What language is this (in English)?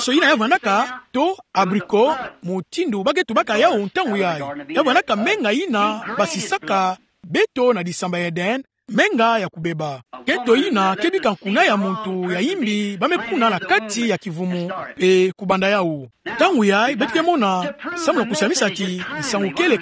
Kituba (Democratic Republic of Congo)